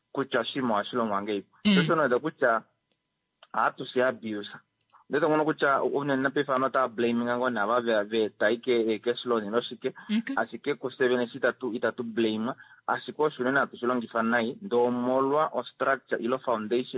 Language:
Kuanyama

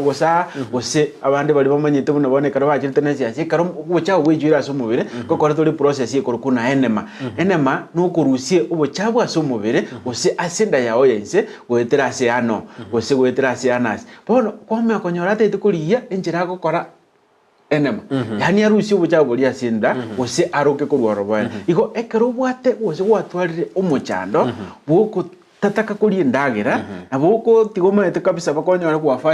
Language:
Gusii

